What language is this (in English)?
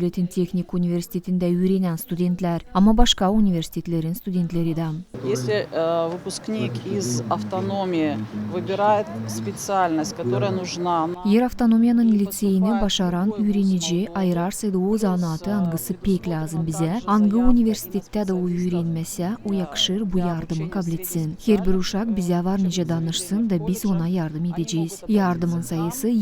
Gagauz